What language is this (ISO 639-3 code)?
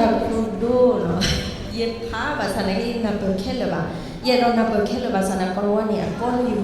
ksw